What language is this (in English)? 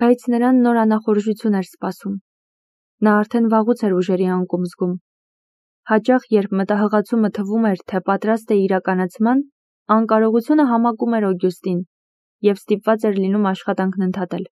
Armenian